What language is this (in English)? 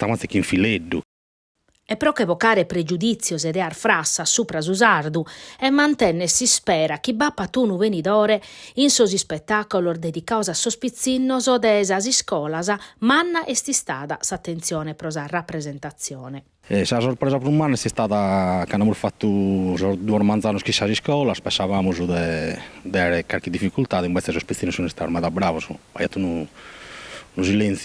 Sardinian